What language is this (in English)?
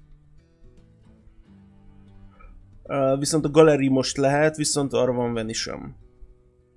Hungarian